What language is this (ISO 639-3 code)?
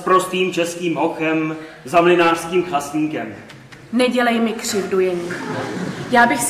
ces